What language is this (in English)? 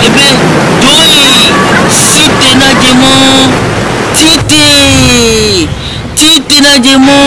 Ewe